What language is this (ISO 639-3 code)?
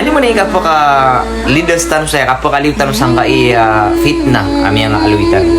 mrw